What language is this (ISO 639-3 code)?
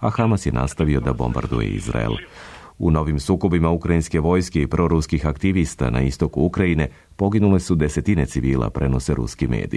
srp